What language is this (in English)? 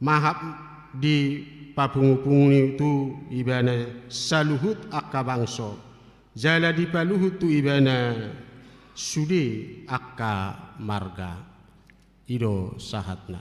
Batak Toba